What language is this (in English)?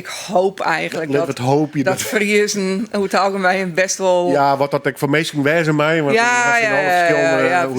Western Frisian